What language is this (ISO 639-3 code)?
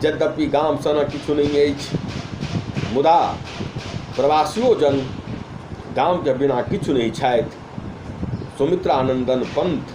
mai